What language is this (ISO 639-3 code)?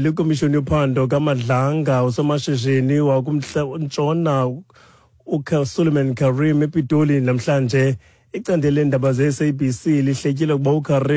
xho